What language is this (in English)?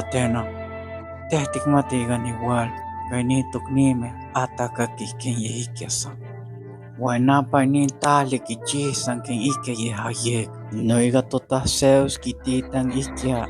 Isthmus-Mecayapan Nahuatl